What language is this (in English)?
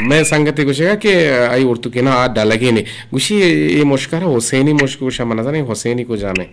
Eastern Balochi